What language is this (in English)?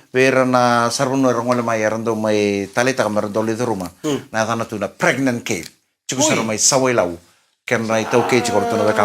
Fijian